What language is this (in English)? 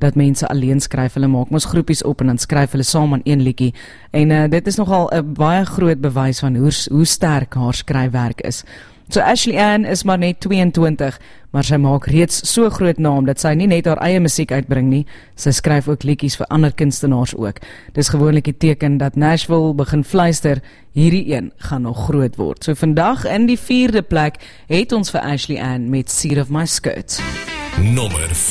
Afrikaans